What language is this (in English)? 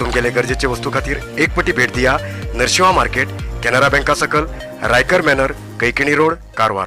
Konkani